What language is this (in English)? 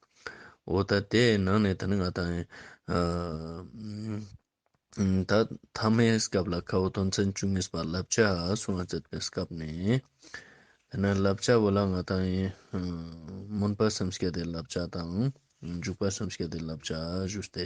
Ladakhi